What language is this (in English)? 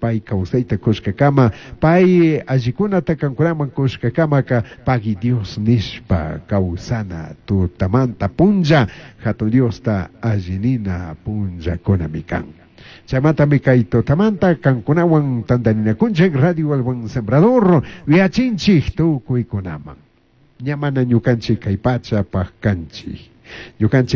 Chimborazo Highland Quichua